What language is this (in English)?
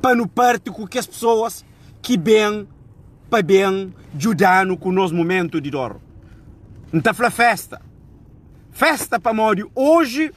Kabuverdianu